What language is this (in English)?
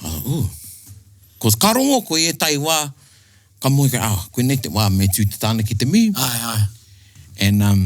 Māori